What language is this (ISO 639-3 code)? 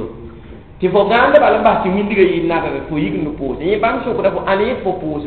mos